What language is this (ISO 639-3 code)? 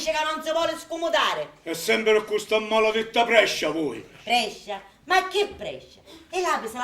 scn